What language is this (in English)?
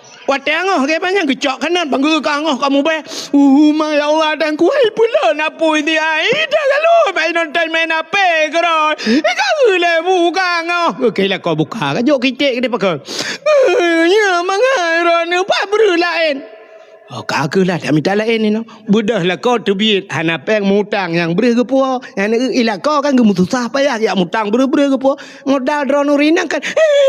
Achinese